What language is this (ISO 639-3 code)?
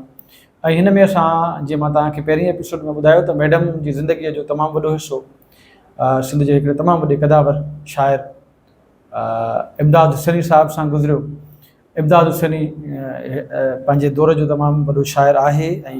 snd